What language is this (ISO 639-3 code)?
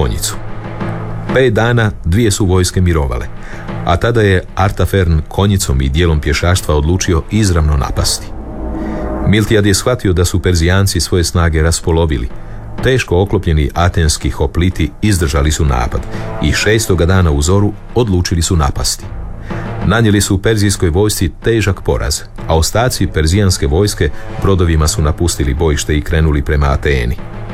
hrv